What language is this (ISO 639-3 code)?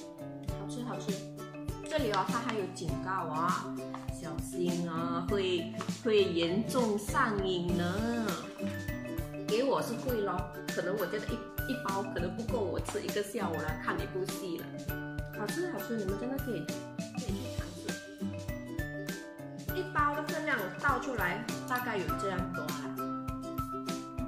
zho